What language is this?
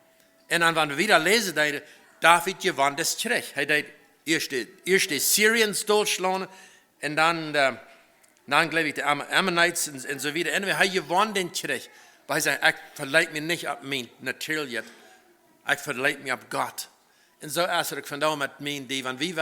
Plautdietsch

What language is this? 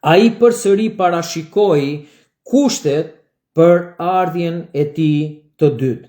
Albanian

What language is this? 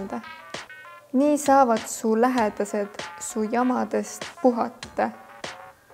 Estonian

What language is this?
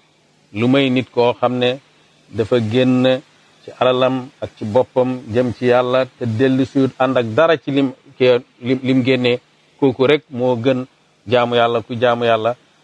Wolof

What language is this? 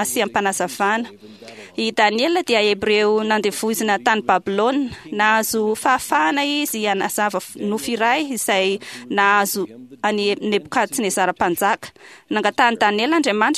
Malagasy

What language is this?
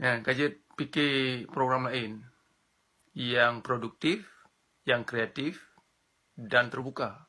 Achinese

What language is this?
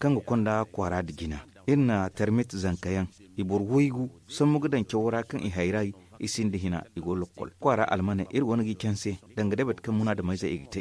Zarma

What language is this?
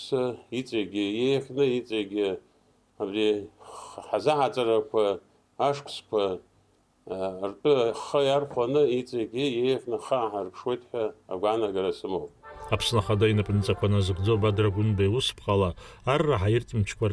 Abkhazian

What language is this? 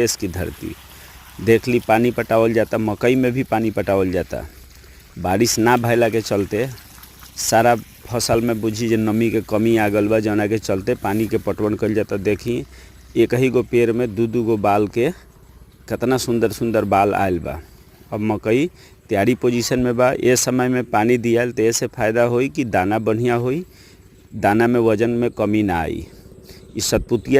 Bhojpuri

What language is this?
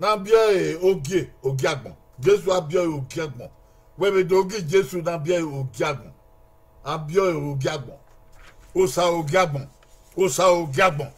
Bini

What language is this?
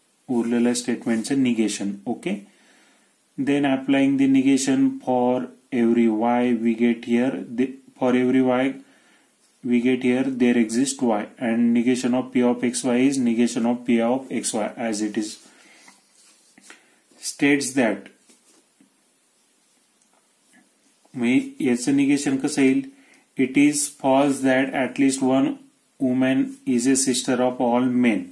Marathi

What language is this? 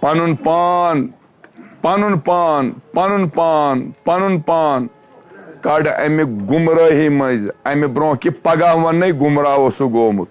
Kashmiri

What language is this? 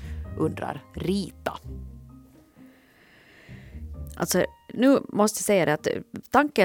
Swedish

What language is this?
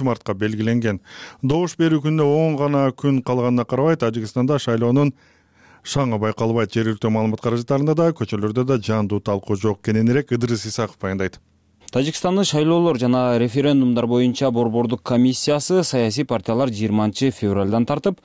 Kyrgyz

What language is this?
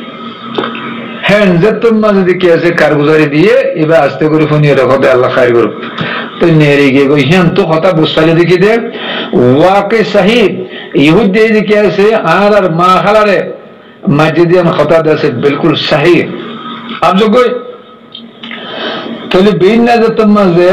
Rohingya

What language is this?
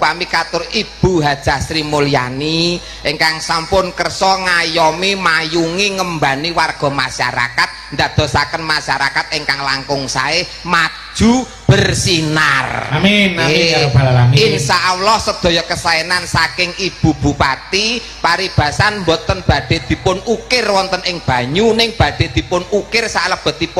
Javanese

